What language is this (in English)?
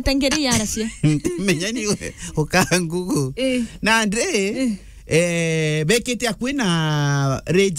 Meru